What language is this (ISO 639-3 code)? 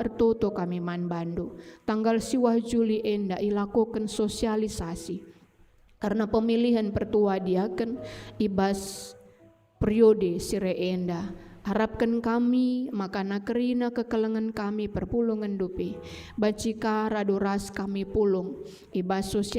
btx